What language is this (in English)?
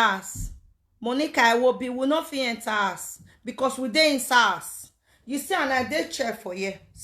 Nigerian Pidgin